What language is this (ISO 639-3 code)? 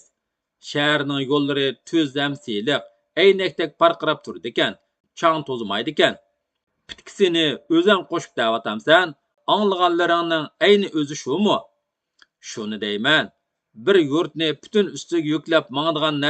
uig